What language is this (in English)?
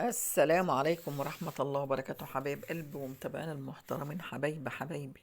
Egyptian Arabic